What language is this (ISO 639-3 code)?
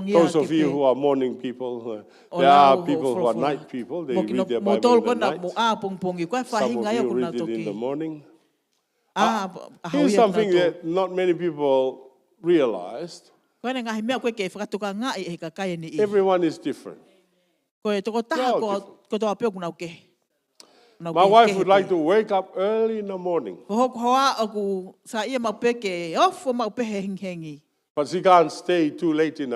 ton